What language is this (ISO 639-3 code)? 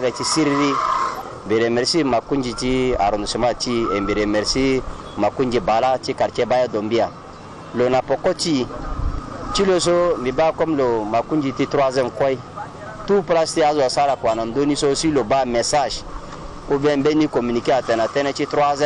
sag